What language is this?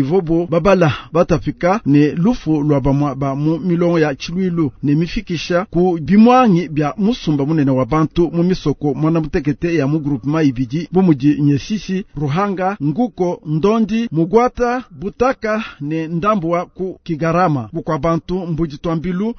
Luba-Lulua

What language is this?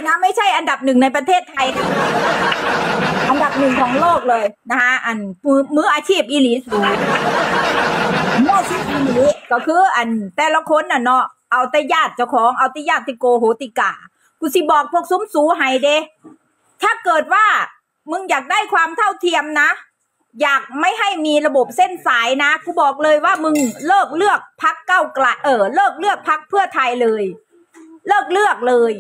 Thai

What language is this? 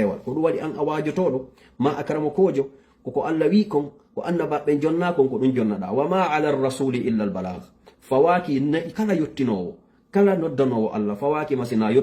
Fula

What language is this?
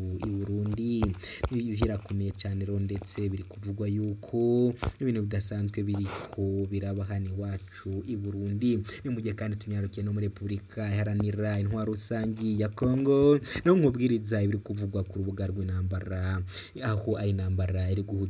Rundi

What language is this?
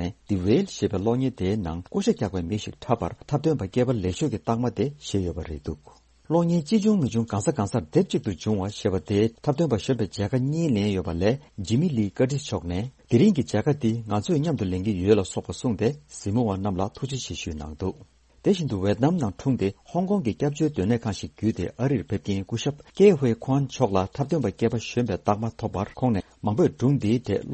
Tibetan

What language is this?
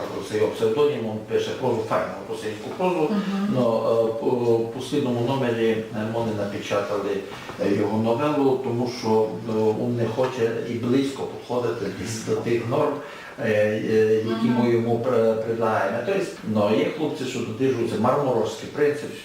Rusyn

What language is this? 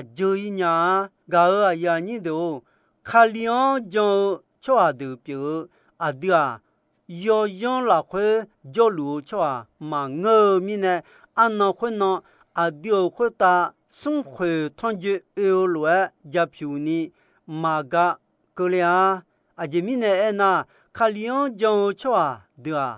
Akha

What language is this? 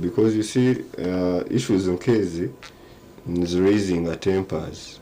Nyankole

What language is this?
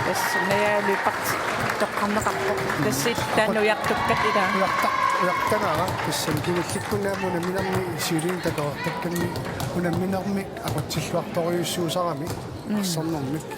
Kalaallisut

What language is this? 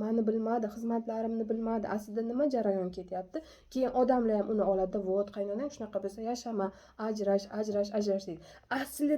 Uzbek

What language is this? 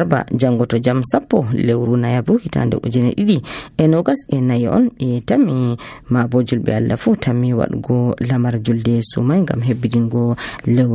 Nigerian Fulfulde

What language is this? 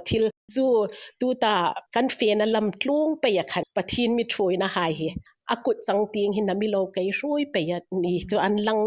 Hmar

